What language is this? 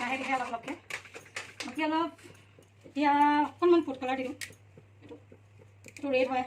Assamese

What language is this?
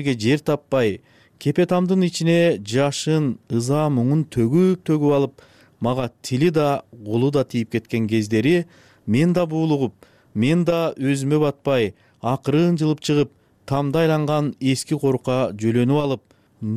Kyrgyz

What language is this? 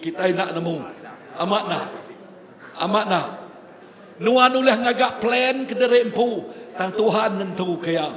Iban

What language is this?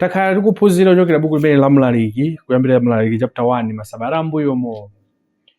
Nyanja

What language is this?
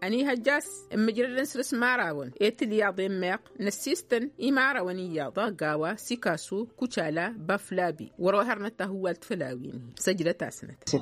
Tamasheq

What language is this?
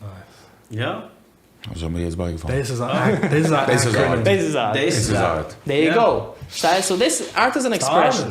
Yiddish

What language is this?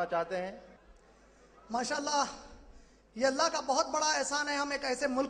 Urdu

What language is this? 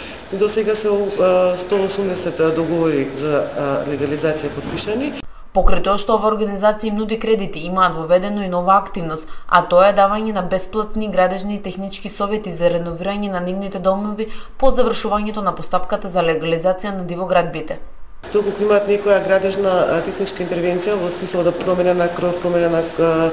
Macedonian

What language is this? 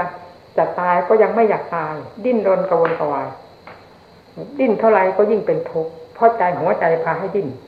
Thai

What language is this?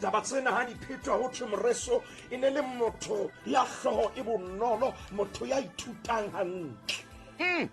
Southern Sotho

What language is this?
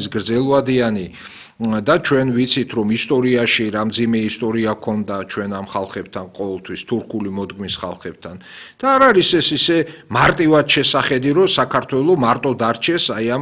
Georgian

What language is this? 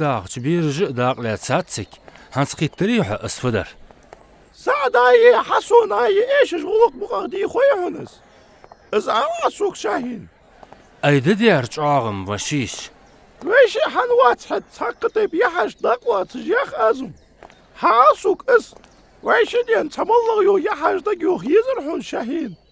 Ingush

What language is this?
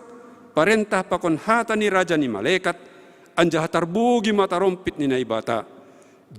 Batak Simalungun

